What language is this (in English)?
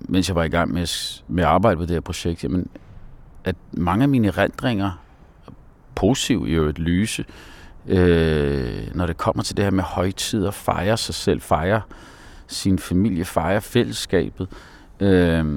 Danish